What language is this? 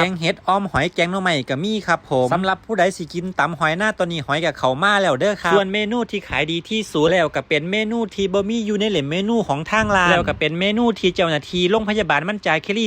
Northeastern Thai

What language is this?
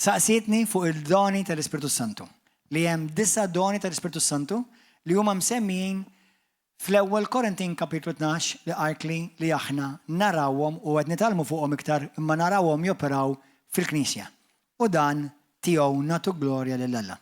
Maltese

